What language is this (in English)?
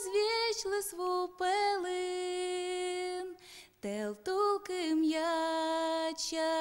Udmurt